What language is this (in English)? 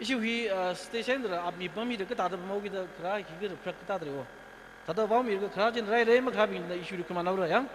Tangkhul Naga (India)